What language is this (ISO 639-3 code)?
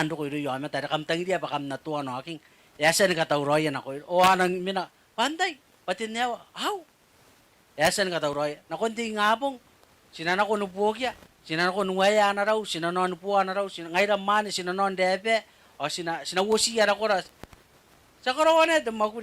gil